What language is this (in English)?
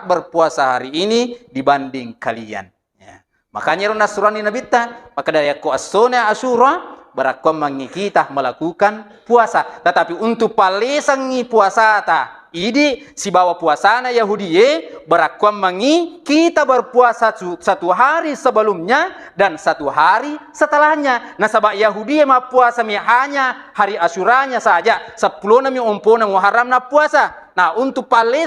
Buginese